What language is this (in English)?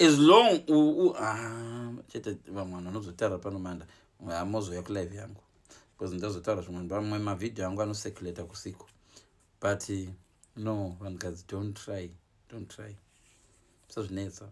Shona